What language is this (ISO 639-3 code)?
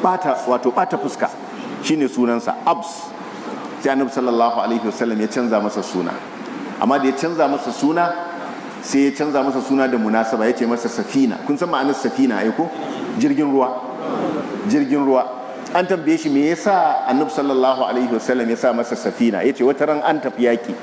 hau